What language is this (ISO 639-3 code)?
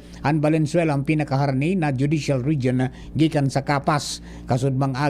bik